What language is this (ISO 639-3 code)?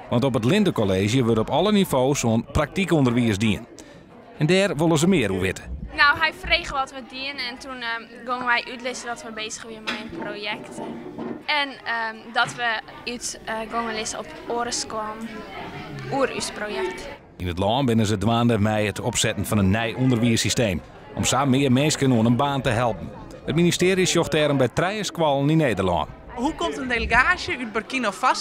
fry